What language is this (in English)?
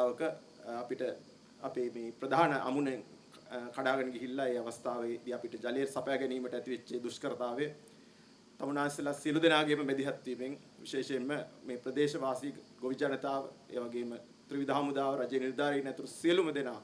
Sinhala